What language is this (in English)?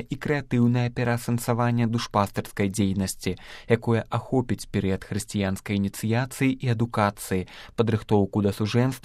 Belarusian